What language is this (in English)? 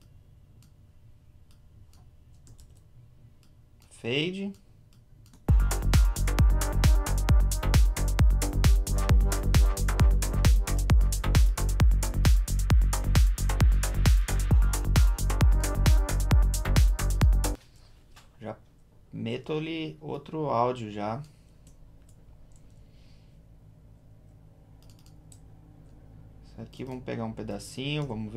Portuguese